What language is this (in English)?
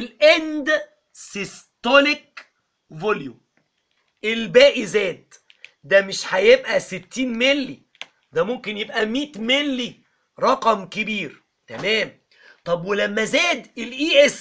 Egyptian Arabic